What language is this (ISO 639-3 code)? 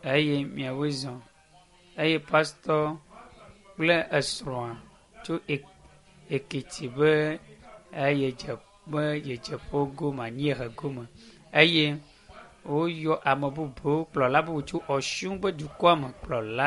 ewe